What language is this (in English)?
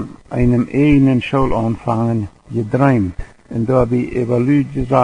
Plautdietsch